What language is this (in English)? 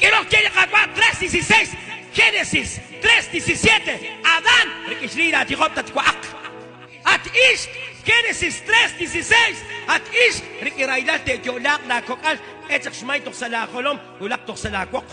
Kekchí